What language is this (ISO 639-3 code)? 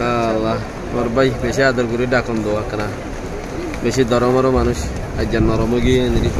rhg